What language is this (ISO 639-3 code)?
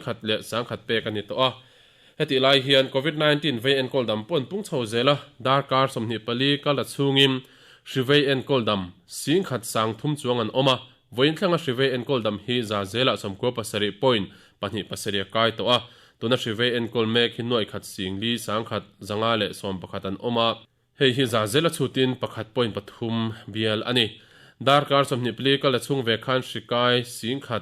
lus